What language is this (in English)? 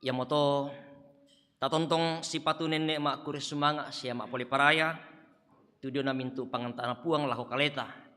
Toraja-Sa'dan